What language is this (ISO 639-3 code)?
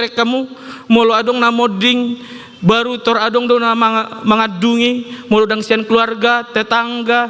bbc